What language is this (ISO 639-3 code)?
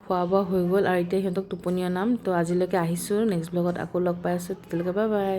asm